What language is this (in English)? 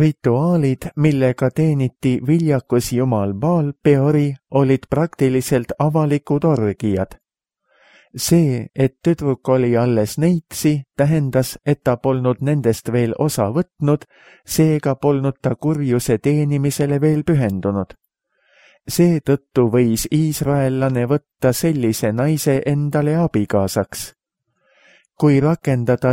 Estonian